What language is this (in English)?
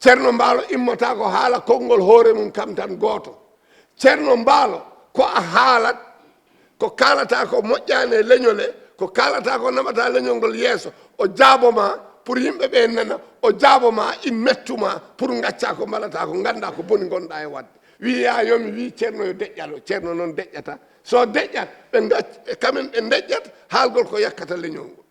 Fula